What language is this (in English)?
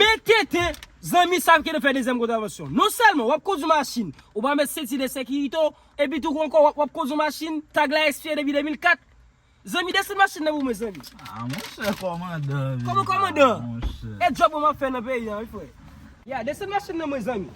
Haitian Creole